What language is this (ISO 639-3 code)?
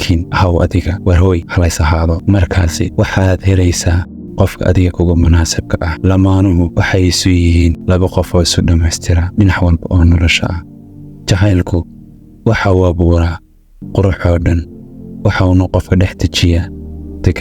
som